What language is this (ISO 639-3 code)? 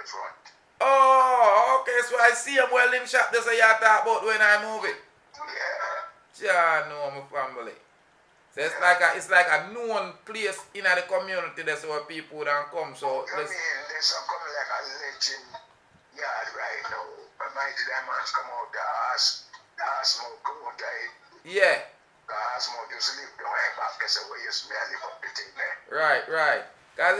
jam